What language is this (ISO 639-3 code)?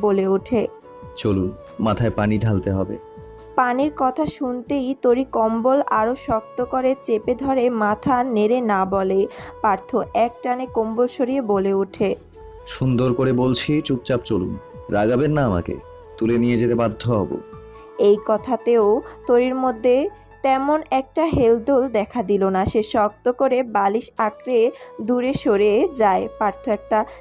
ben